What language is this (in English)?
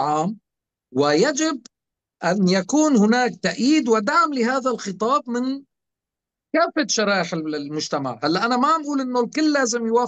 North Levantine Arabic